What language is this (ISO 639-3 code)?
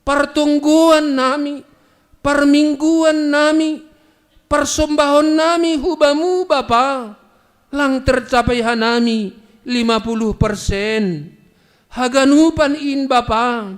bts